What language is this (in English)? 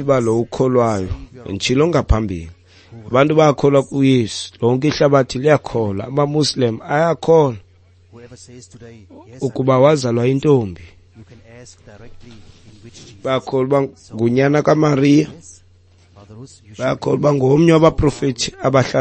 Xhosa